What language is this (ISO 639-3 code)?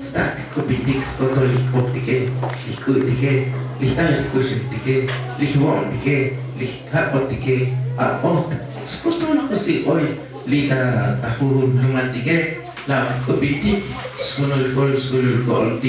tzo